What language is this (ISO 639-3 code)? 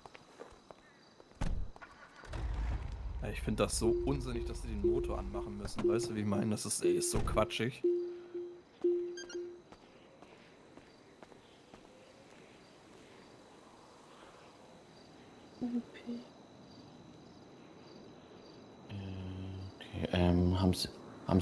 deu